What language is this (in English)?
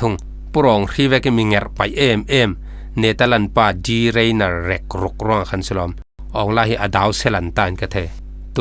Falam Chin